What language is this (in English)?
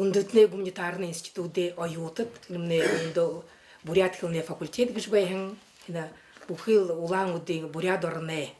Buriat